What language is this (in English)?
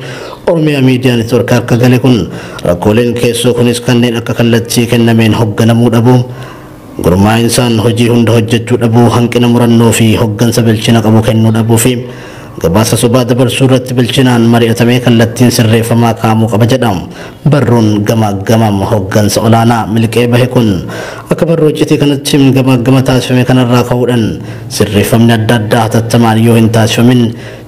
Oromo